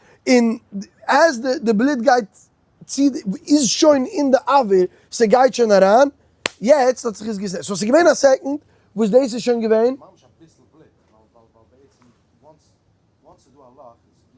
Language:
Yiddish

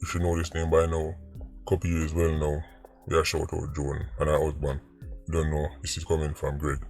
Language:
Jamaican Creole English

